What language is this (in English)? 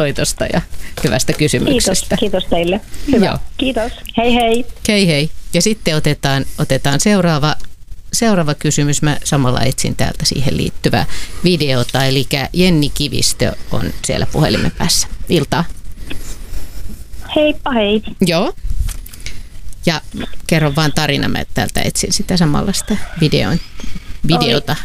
Finnish